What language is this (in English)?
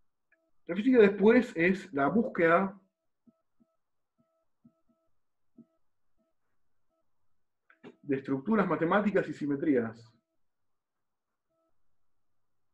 Spanish